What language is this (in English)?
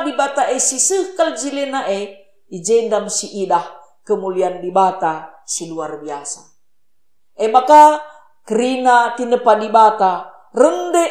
Batak Karo